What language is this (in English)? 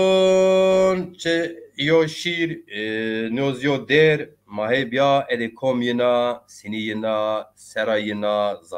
Zaza